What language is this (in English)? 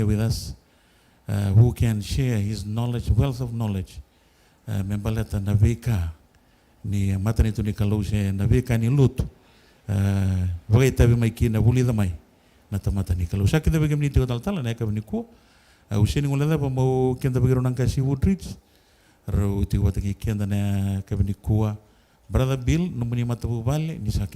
Fijian